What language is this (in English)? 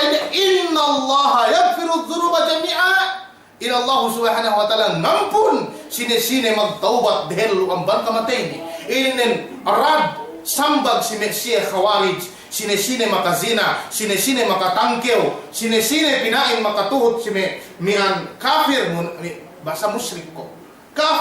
Yakan